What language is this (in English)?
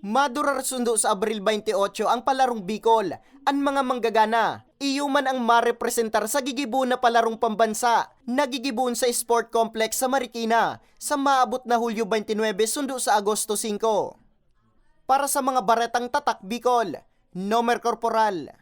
Bikol